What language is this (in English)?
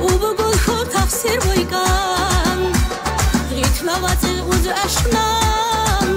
Tabassaran